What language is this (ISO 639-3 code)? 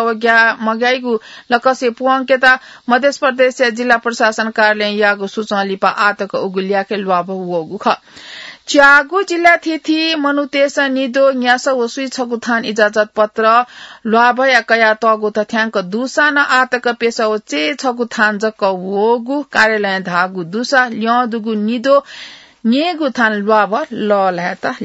new